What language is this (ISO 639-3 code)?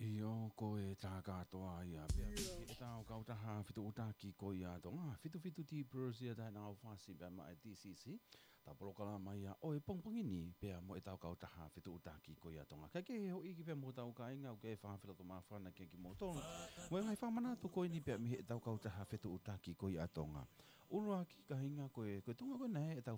ton